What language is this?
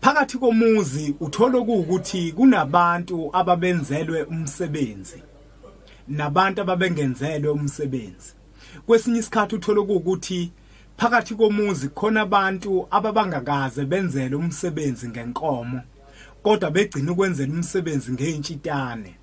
Zulu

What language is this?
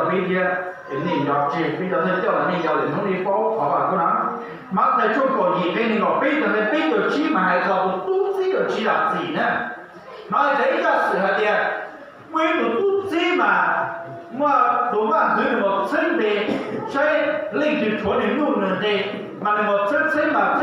Hmong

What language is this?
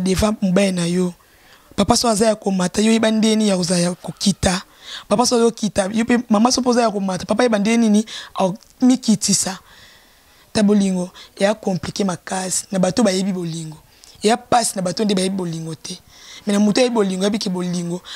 Lingala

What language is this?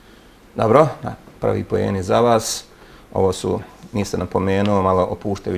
Bosnian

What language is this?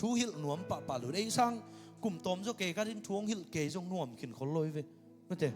Tedim Chin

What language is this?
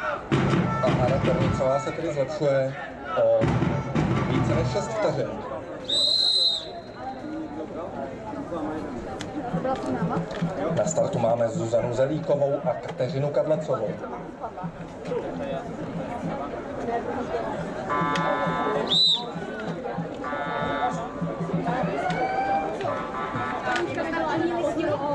Czech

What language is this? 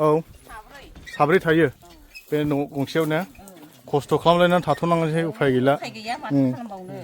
Bodo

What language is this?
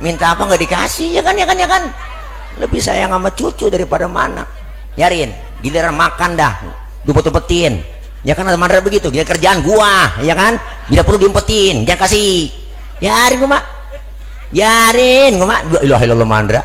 Betawi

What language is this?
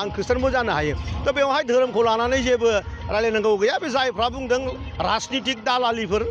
Bodo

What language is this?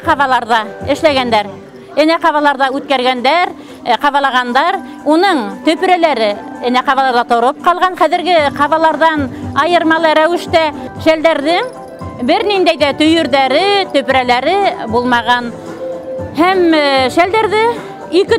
Bashkir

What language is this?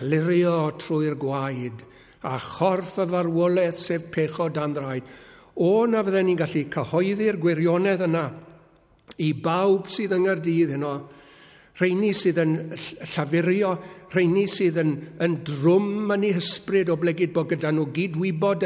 Welsh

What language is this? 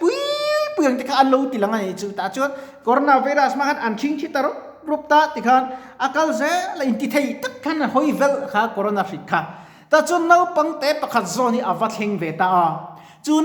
Mizo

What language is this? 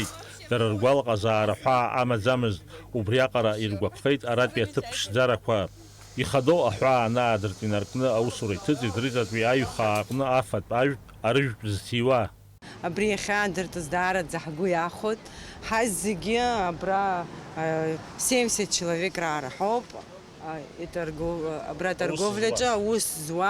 Abkhazian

